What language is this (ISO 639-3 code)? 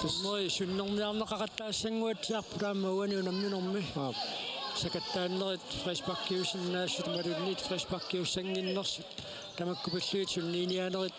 kal